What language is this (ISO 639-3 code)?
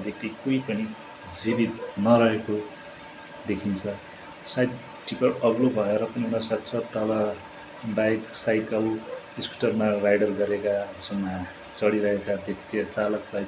nep